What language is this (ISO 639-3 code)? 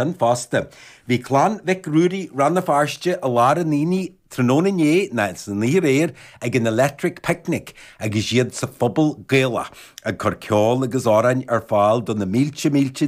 gle